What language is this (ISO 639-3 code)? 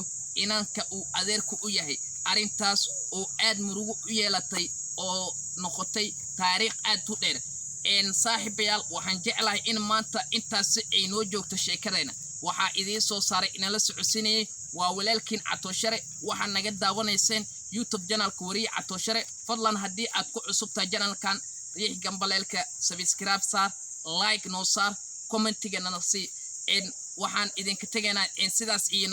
som